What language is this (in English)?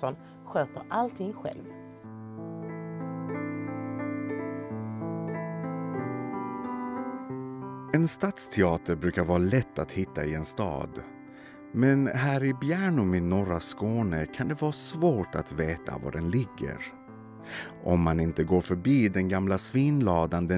Swedish